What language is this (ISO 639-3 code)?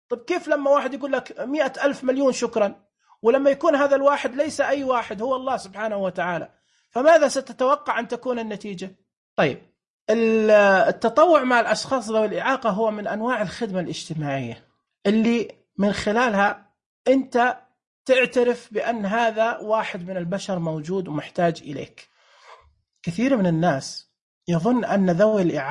ars